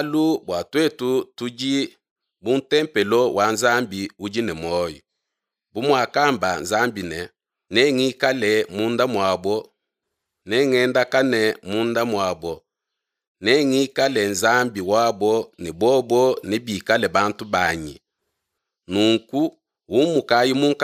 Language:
Luba-Lulua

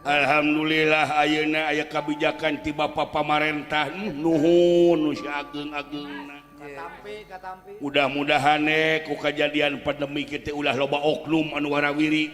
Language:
Sundanese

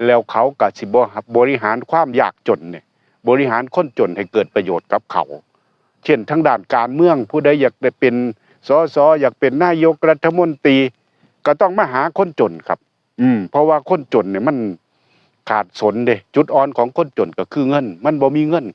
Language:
Northeastern Thai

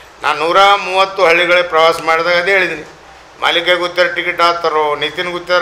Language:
Kannada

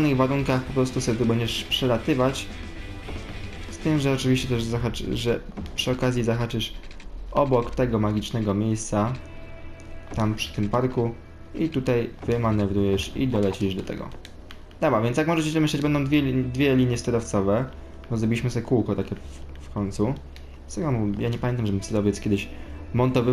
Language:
Polish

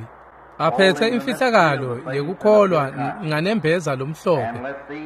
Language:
Swati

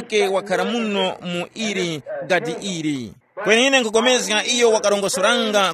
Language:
Tumbuka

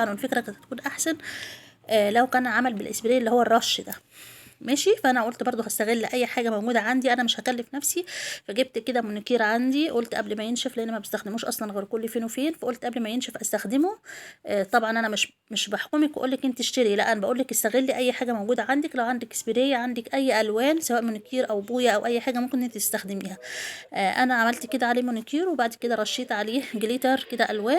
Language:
Egyptian Arabic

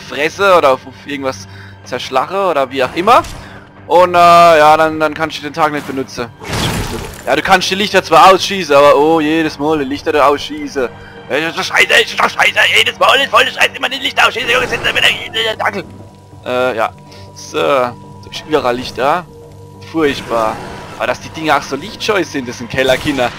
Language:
Palatine German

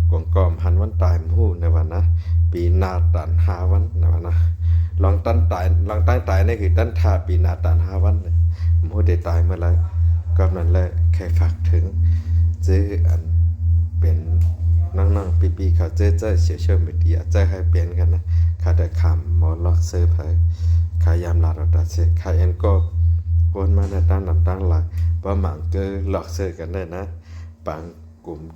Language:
Shan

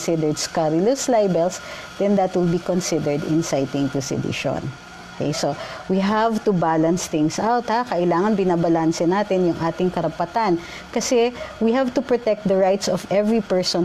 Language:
Filipino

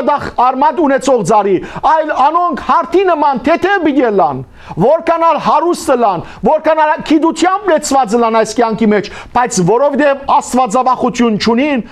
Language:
Western Armenian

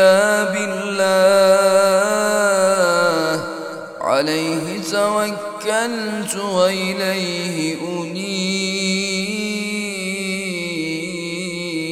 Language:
Arabic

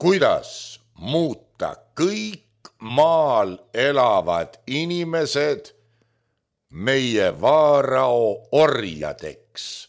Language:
Estonian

